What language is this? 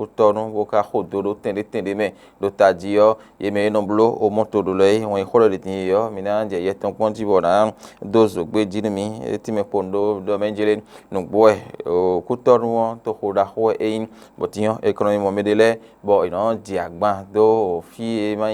Fon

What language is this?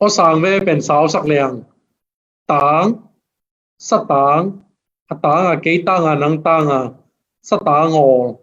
Tedim Chin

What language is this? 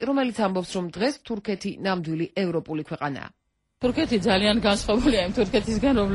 Georgian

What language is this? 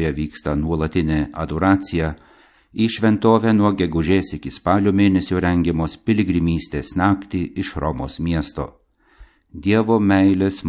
Lithuanian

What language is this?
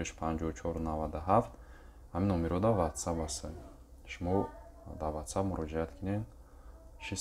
Tajik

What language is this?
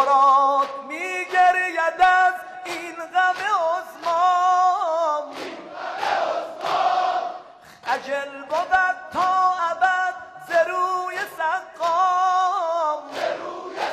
Persian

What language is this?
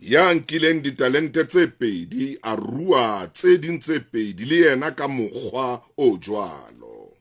Southern Sotho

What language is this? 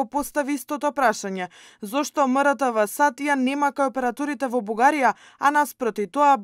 Macedonian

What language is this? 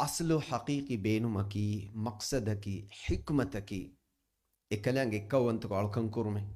Divehi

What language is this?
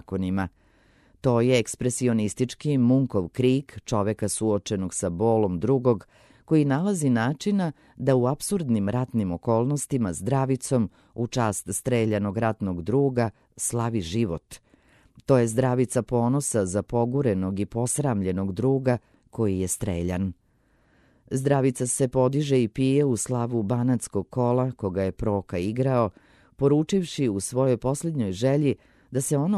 Serbian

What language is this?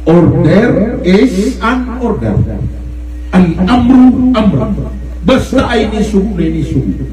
Maranao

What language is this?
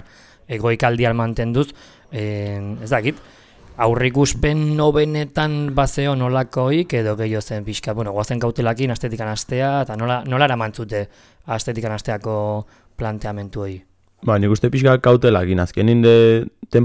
Basque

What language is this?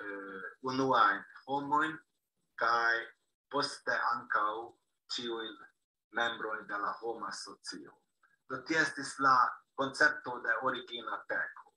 Esperanto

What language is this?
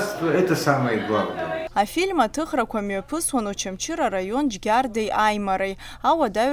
Abkhazian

